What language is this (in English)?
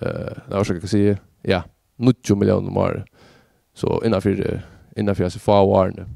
Faroese